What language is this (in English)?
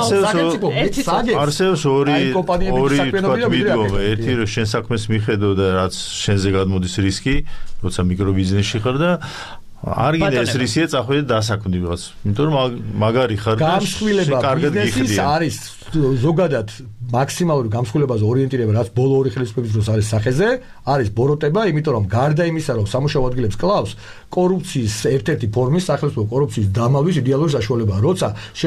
Georgian